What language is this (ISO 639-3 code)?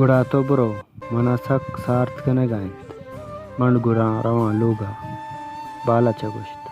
bal